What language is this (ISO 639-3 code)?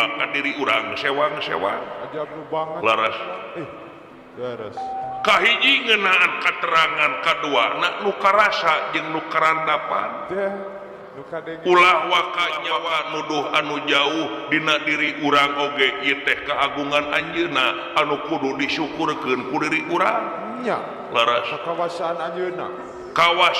sun